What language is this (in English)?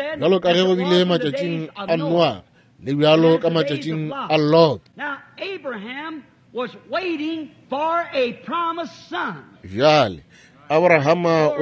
Northern Sotho